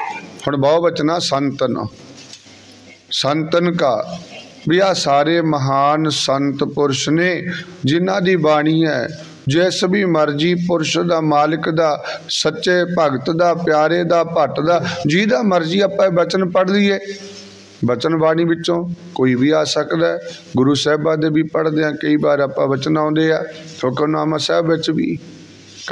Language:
Punjabi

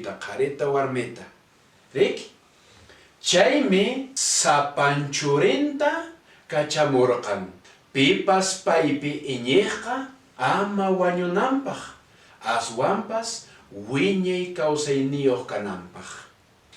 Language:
Quechua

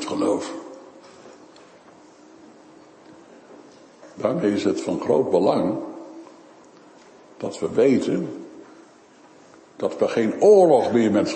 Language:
Dutch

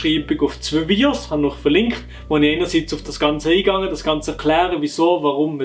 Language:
Swiss German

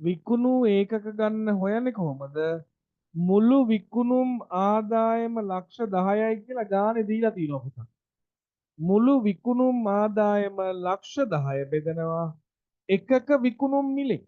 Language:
Sinhala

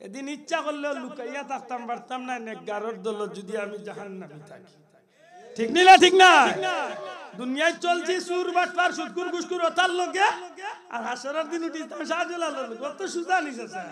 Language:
Sylheti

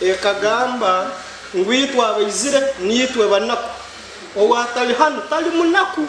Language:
Nyankole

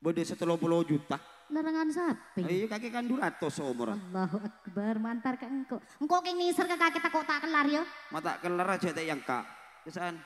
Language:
Madurese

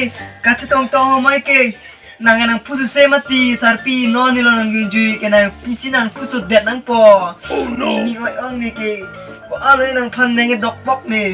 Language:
Karbi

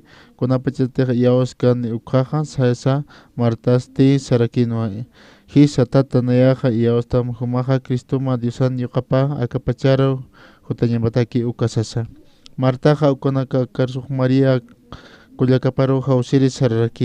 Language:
Aymara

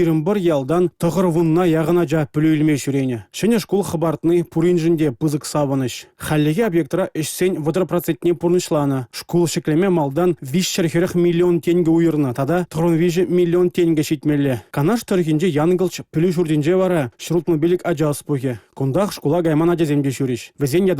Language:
Chuvash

